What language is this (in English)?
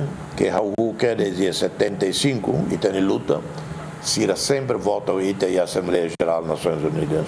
Tetum